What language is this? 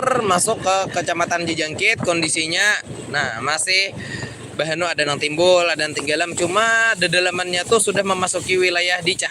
Banjar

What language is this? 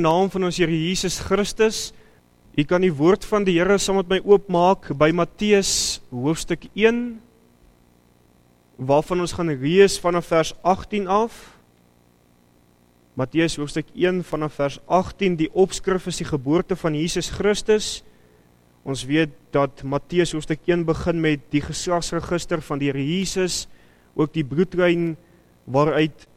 Afrikaans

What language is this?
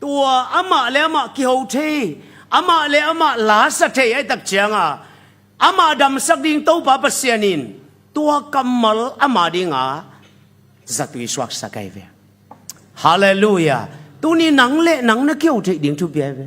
Tedim Chin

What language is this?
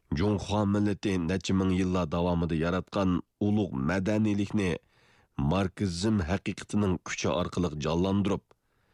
Uyghur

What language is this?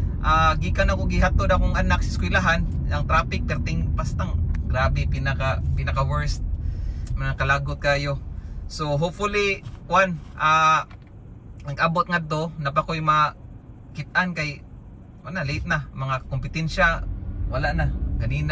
Cebuano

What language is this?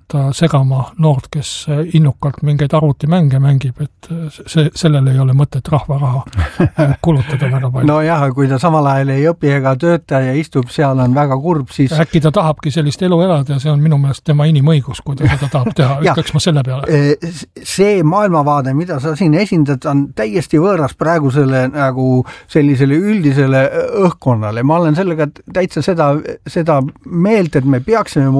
Estonian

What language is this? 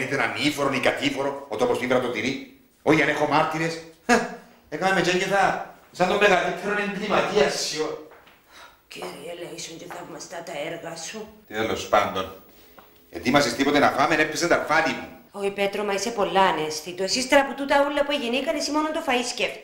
Greek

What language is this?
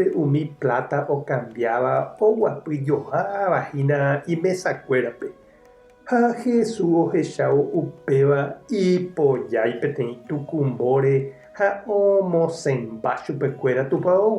Guarani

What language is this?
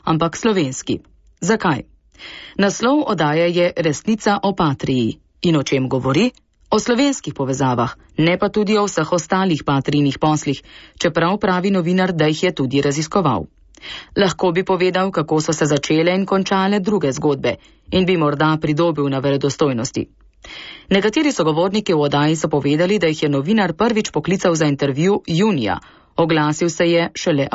Slovenian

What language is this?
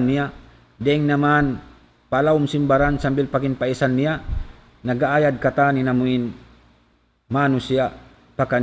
Tausug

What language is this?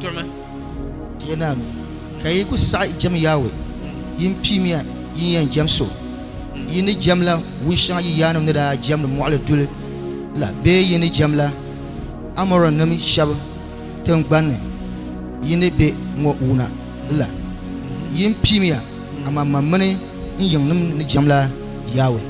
Dagbani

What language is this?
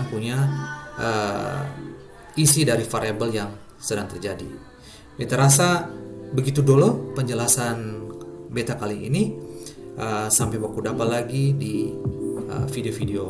Ambonese Malay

